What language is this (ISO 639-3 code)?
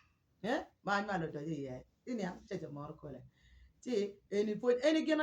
ach